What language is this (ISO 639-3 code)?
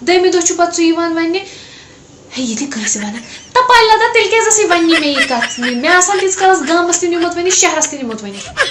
kas